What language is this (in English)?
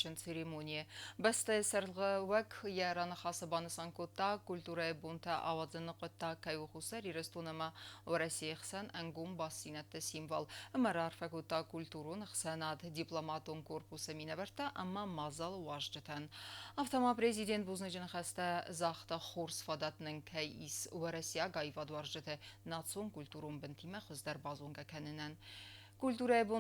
Ossetic